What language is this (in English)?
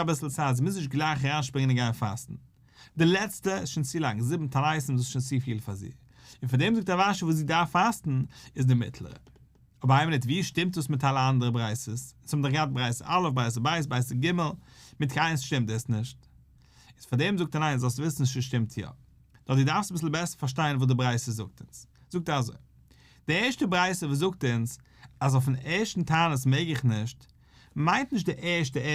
Yiddish